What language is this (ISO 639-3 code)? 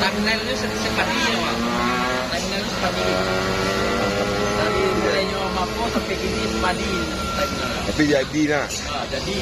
min